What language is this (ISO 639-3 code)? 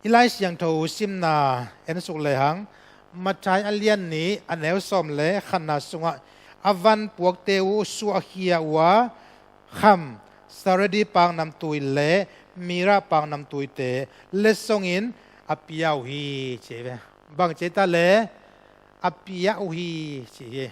ctd